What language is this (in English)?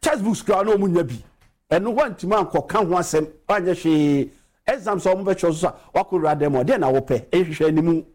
Akan